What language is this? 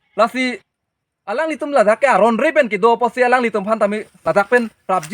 Karbi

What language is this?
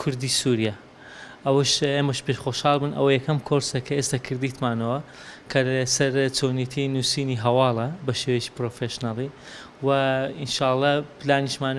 Kurdish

